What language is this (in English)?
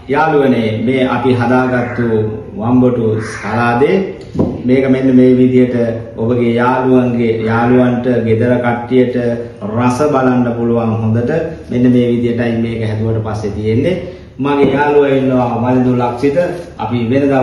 Sinhala